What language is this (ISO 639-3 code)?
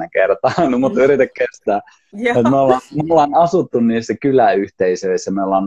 fin